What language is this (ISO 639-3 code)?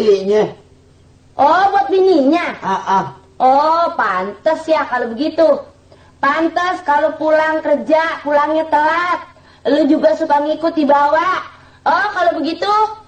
bew